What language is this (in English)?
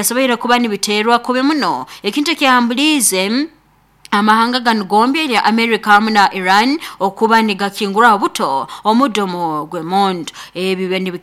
Nyoro